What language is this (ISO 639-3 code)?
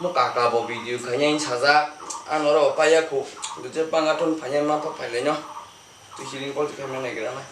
trp